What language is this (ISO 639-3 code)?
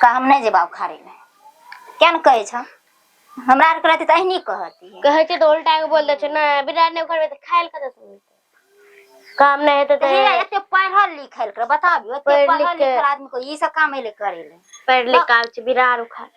mai